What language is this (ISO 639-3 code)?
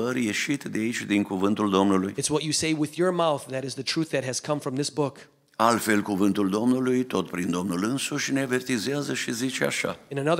ron